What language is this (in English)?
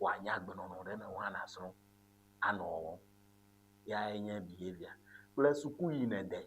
Ewe